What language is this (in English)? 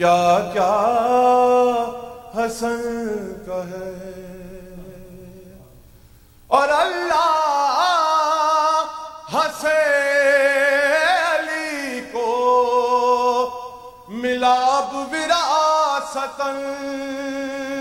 Urdu